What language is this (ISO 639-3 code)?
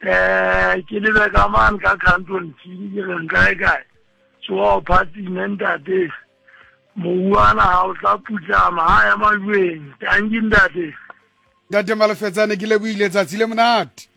sot